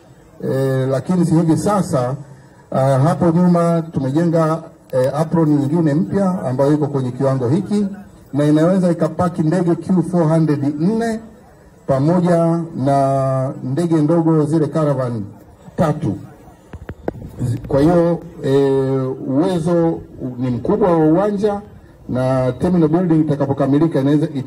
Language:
Swahili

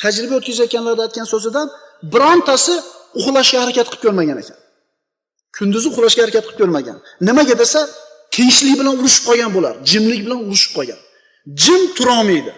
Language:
Uzbek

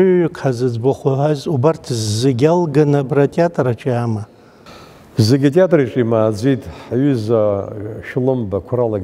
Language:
Abkhazian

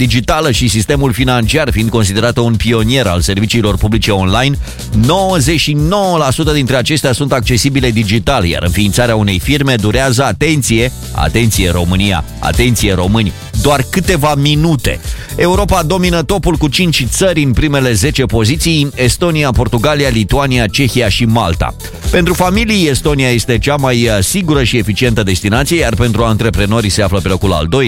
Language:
Romanian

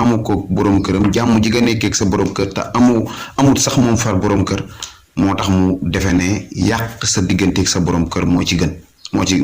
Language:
Wolof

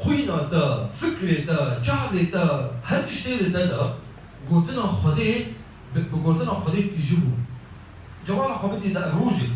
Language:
Kurdish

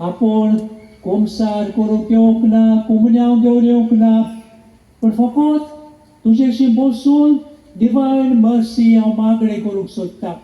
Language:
Konkani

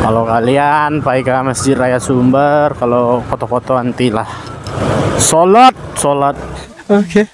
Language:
Minangkabau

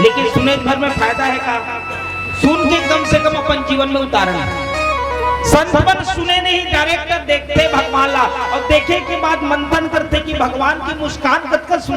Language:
Chhattisgarhi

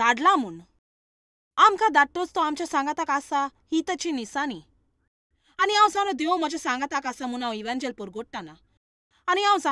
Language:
Konkani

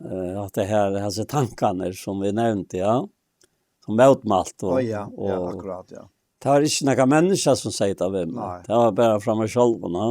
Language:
Faroese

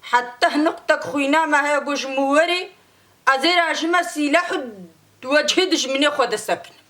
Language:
Kurdish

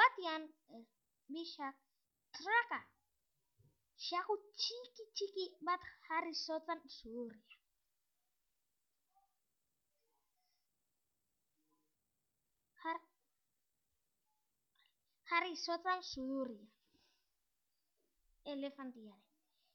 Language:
Basque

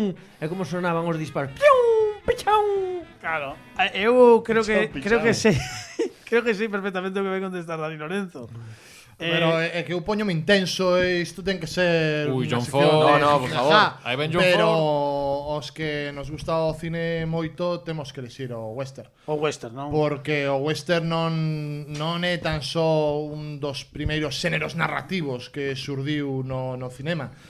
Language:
Galician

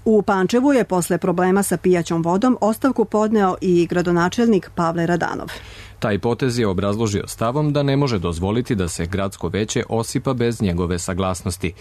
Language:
Serbian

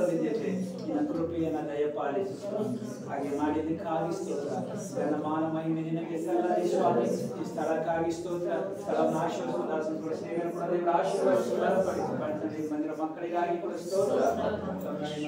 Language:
Kannada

